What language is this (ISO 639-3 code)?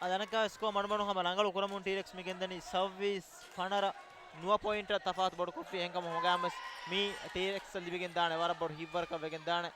div